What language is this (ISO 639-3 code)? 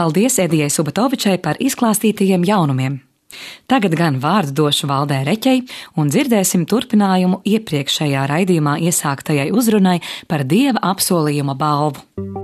lav